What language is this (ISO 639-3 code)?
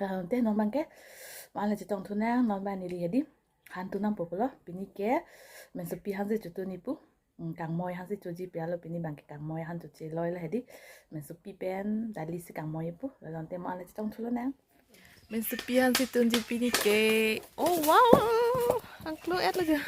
mjw